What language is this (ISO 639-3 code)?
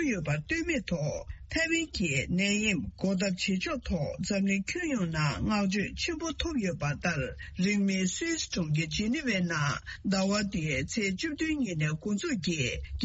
bod